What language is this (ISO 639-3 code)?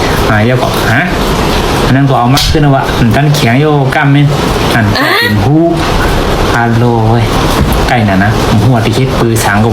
shn